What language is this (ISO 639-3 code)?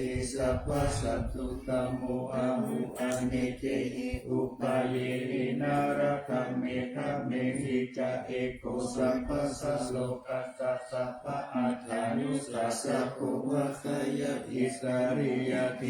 pli